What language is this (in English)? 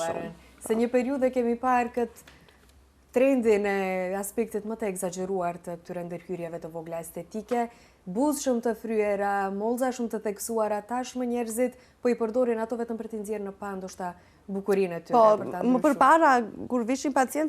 Albanian